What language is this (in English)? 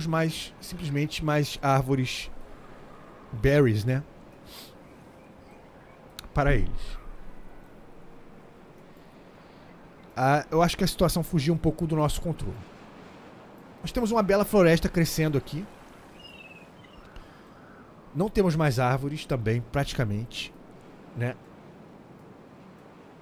Portuguese